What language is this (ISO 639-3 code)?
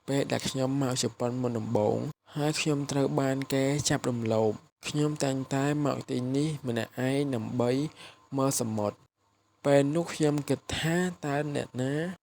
khm